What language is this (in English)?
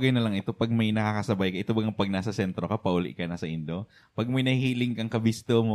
Bikol